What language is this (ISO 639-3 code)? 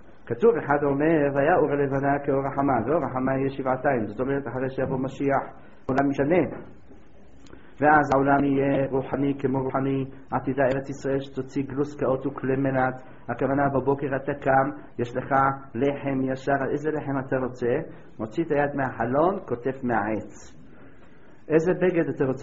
heb